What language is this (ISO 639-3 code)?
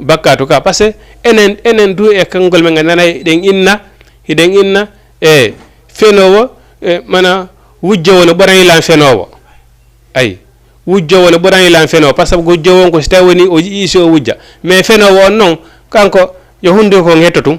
ful